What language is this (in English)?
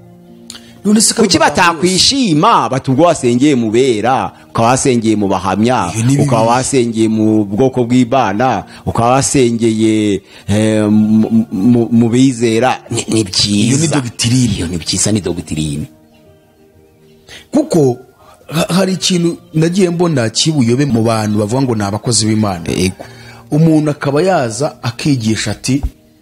Kinyarwanda